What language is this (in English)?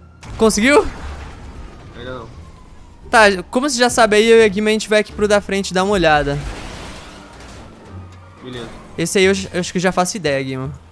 Portuguese